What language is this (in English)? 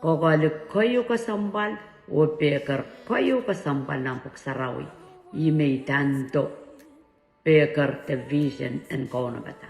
Pohnpeian